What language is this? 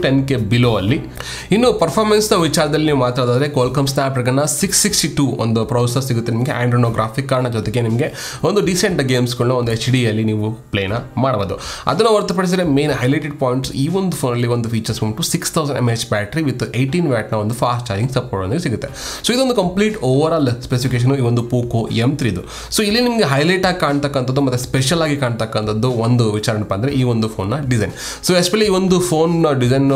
Kannada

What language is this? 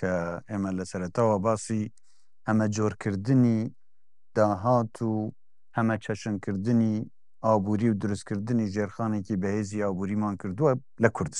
Central Kurdish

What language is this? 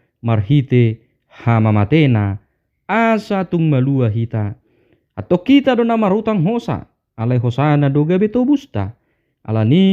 Batak Toba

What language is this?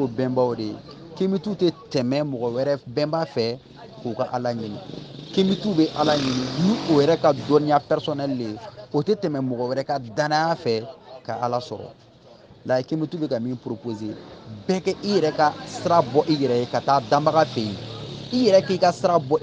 Bambara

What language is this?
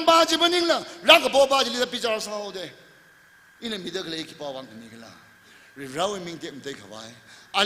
Tangkhul Naga (India)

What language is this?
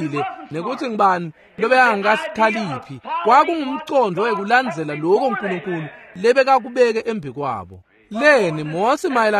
Swati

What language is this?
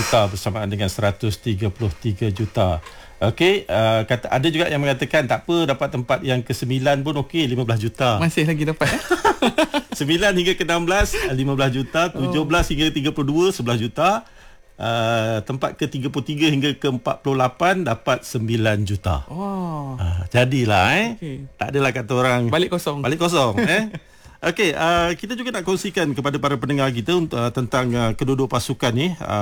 Malay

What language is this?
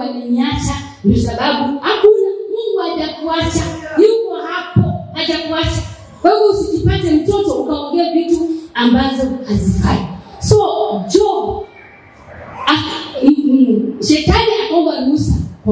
Swahili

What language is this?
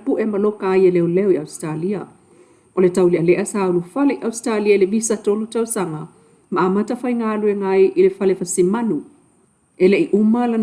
Samoan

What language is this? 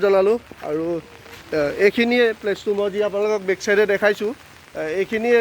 Assamese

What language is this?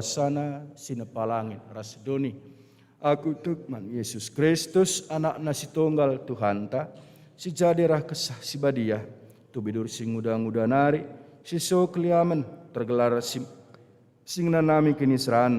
Batak Karo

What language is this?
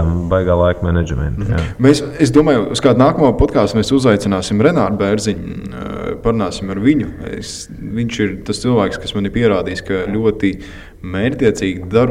Latvian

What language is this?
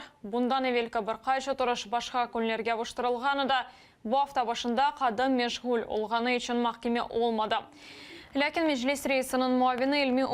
Crimean Tatar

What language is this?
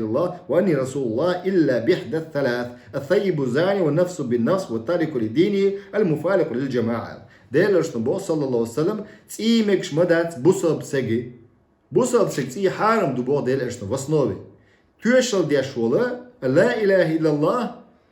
Chechen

